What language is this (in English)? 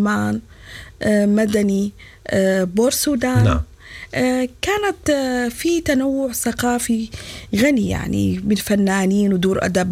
Sudanese Arabic